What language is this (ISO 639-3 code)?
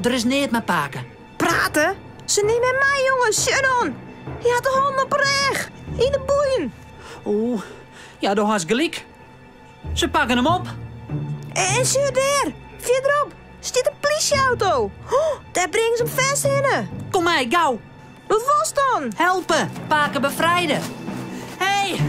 fry